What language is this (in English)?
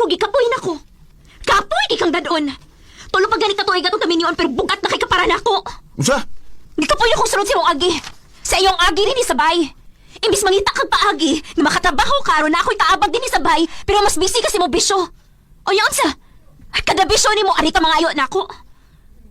Cebuano